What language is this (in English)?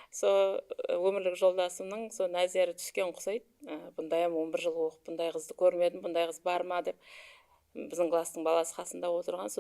Kara-Kalpak